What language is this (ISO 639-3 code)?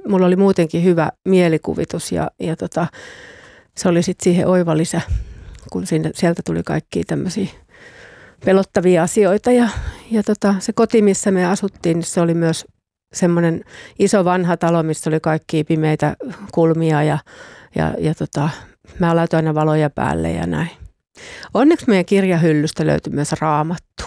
fin